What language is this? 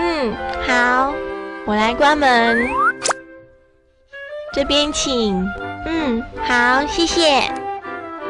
Chinese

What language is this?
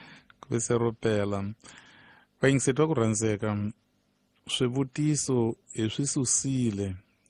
Tsonga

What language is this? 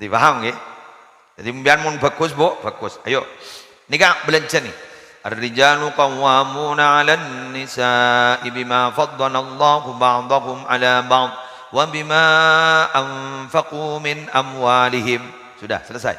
Madurese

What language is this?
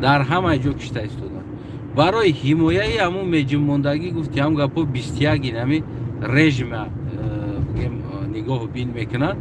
Tajik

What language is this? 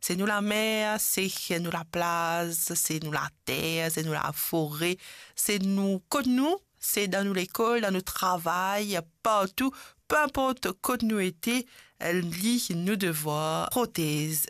Morisyen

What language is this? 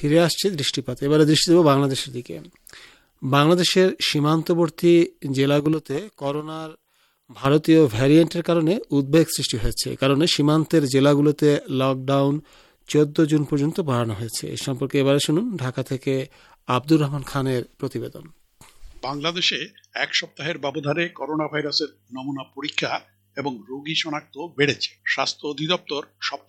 Bangla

